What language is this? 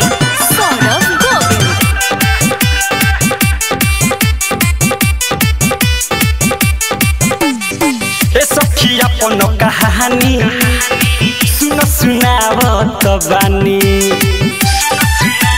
Bhojpuri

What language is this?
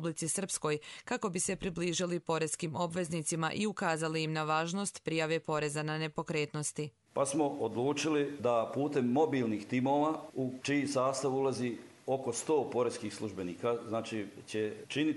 Croatian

